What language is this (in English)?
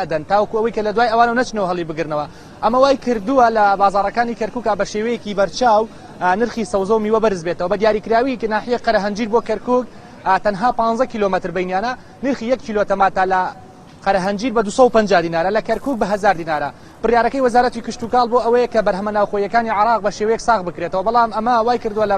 Central Kurdish